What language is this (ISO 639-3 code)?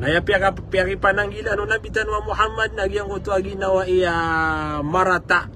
mrw